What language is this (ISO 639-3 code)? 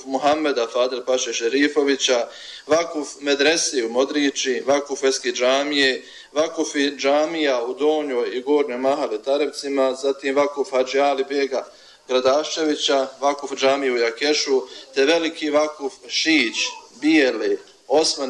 bos